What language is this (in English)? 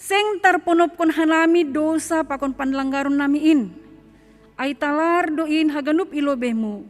Batak Simalungun